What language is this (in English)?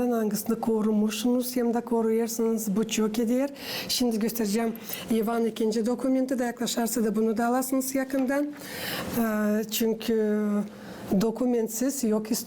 Gagauz